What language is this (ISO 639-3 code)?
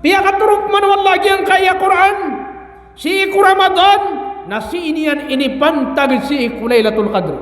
mrw